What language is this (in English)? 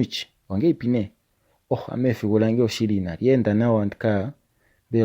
Kuanyama